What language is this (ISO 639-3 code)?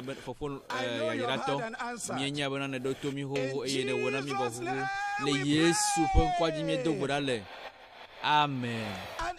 ewe